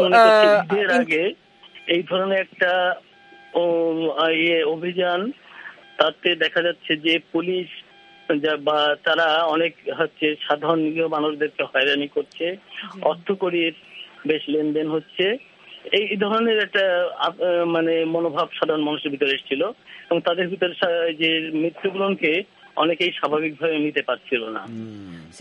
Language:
Bangla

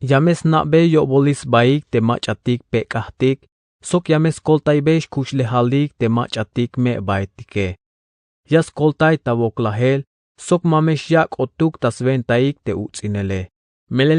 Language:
Tzeltal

